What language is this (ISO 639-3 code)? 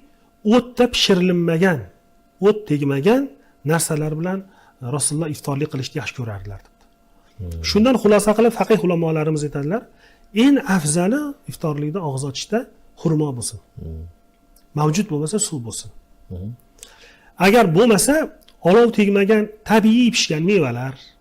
uzb